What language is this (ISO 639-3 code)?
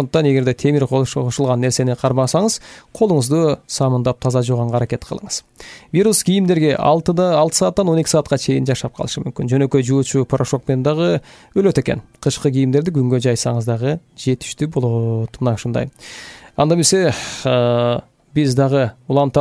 kir